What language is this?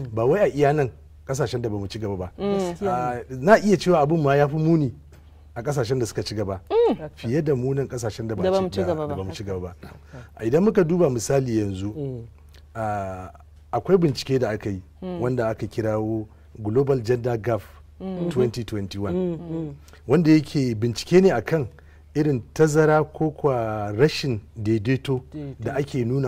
Hausa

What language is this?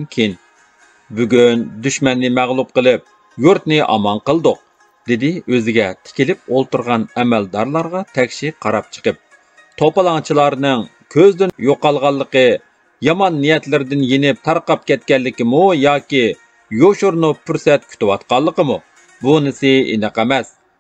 Uyghur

